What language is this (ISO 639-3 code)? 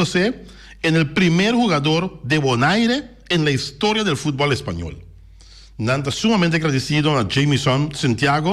pap